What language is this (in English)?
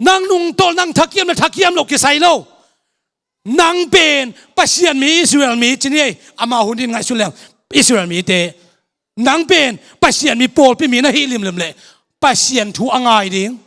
Tedim Chin